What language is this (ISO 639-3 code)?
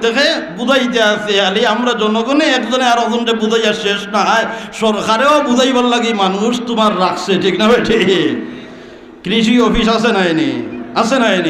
syl